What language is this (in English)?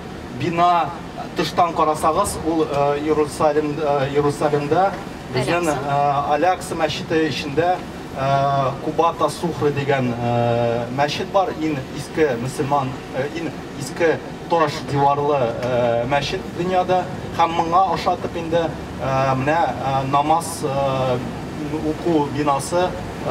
Tatar